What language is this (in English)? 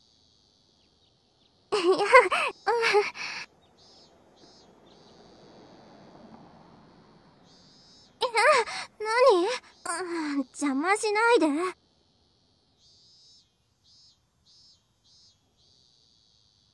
Japanese